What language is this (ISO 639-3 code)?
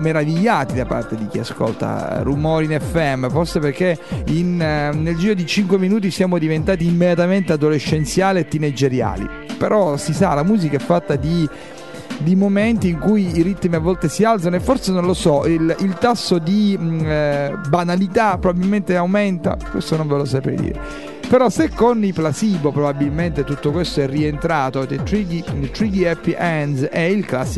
ita